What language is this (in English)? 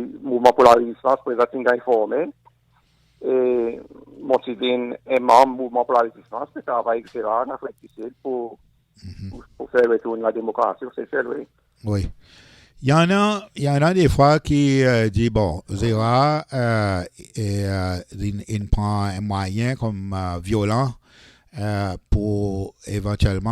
Seselwa Creole French